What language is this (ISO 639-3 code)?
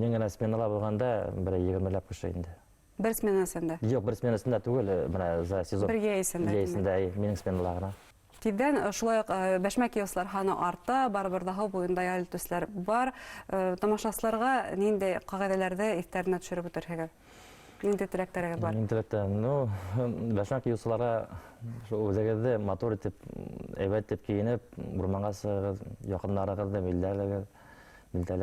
bak